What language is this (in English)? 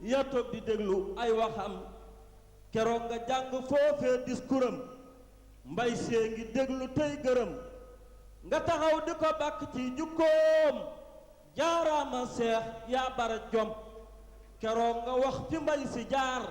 Wolof